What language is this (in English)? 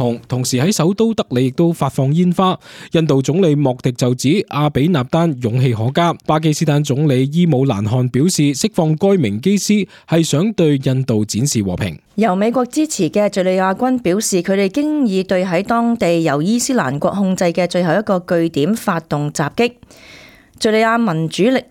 Cantonese